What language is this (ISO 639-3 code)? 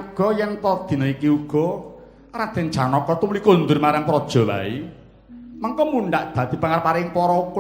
jav